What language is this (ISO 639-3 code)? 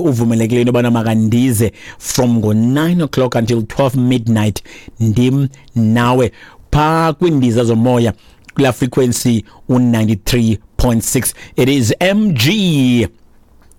xho